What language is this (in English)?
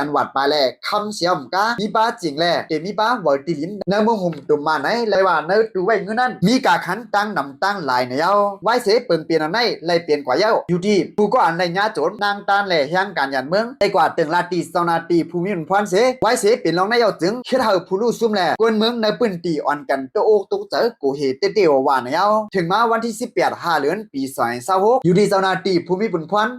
Shan